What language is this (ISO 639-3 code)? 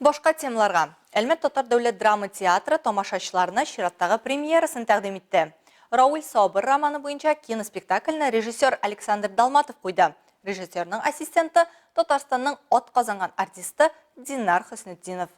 tat